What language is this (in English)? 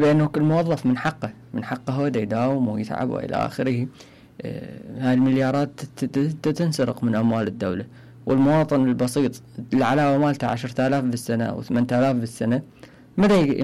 Mesopotamian Arabic